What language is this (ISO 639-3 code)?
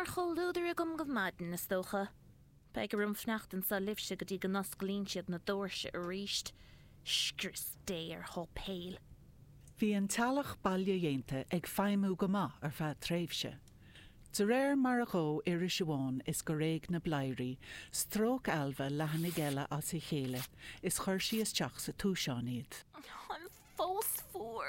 gle